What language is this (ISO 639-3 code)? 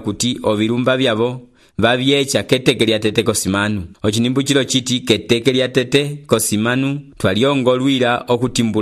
umb